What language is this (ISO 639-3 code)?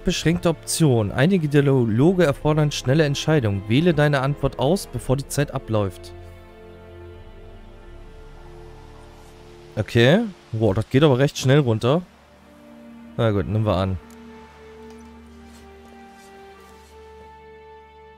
deu